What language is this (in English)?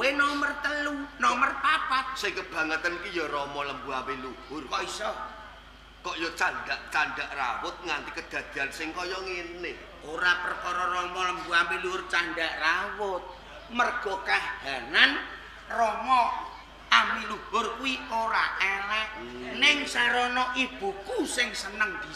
Javanese